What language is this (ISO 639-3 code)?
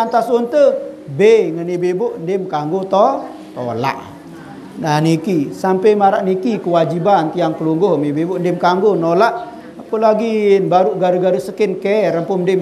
sas